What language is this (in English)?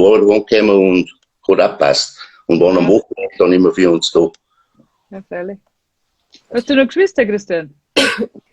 Bavarian